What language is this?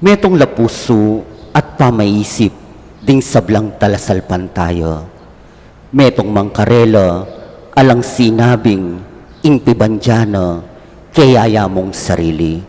Pampanga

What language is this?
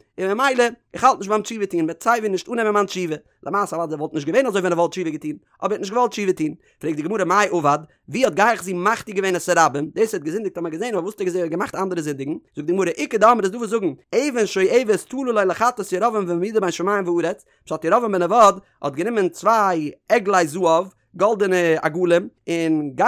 Yiddish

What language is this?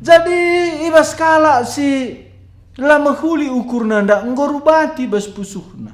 Batak Karo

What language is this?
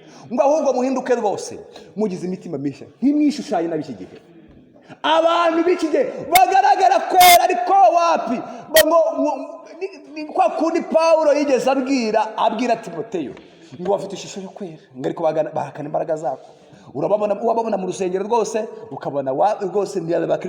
Kinyarwanda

